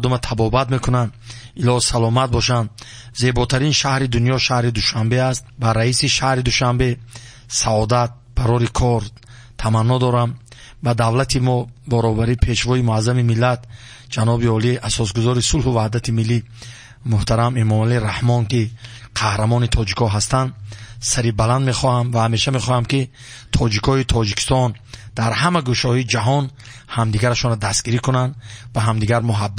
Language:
Tajik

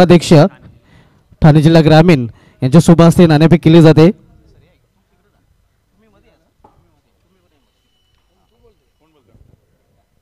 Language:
Marathi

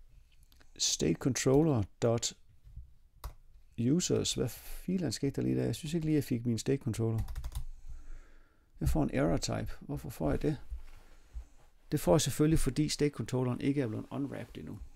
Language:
Danish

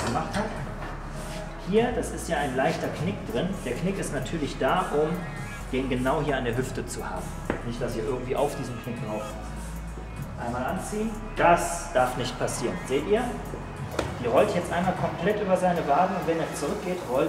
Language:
German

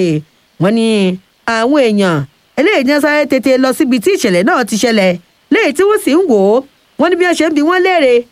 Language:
Yoruba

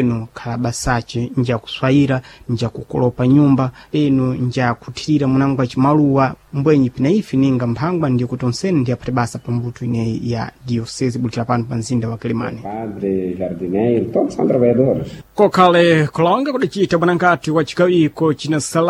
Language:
Sena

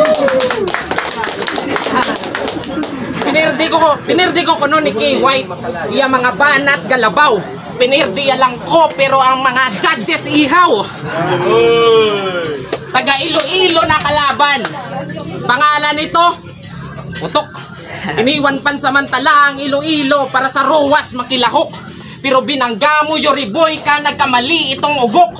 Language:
Hiligaynon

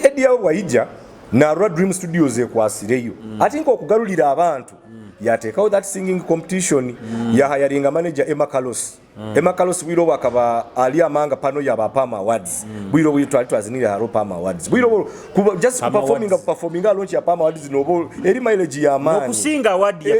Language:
Nyoro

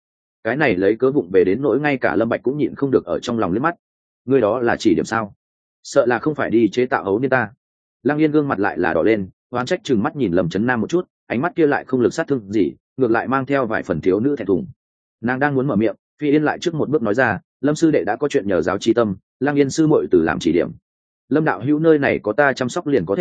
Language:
Vietnamese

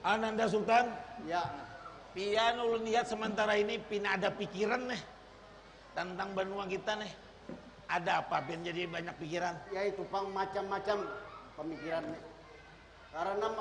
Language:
Banjar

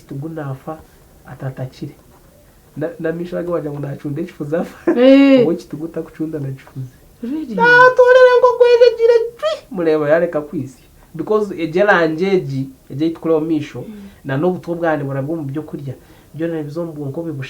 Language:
Nyankole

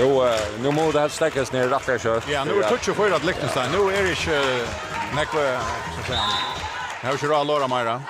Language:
Faroese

